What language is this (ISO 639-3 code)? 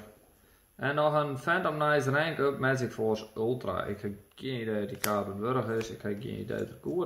fry